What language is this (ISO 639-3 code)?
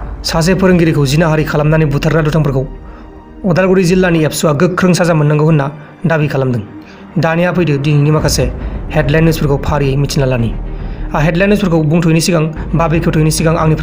brx